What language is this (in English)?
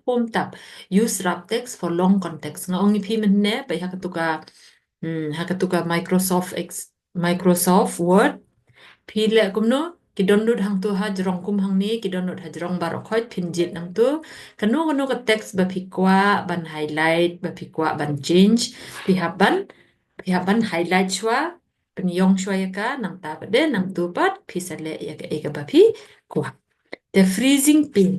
Khasi